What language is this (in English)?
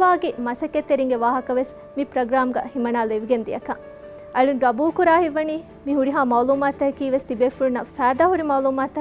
Divehi